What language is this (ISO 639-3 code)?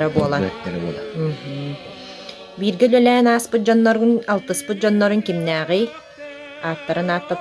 sah